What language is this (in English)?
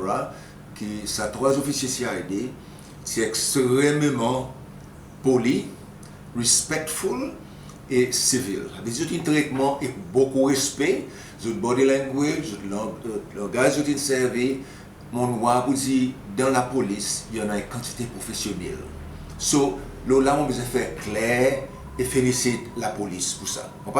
Seselwa Creole French